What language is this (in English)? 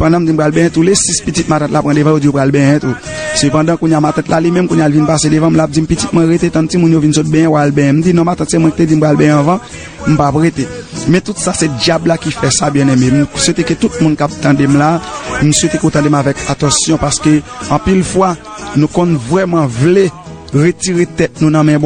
Haitian Creole